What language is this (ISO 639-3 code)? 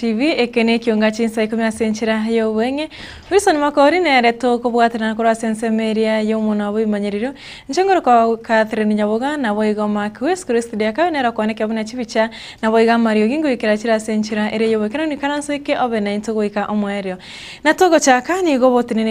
guz